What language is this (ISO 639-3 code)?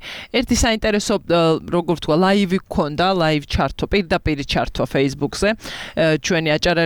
kat